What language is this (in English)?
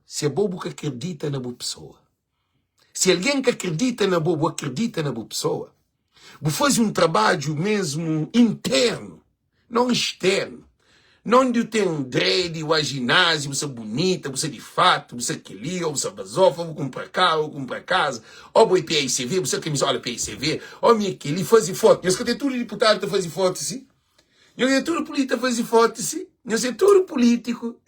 Kabuverdianu